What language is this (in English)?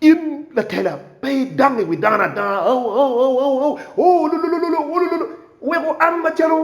Acoli